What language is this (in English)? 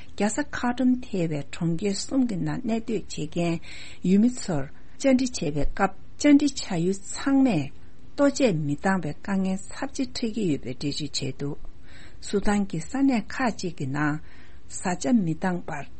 Tibetan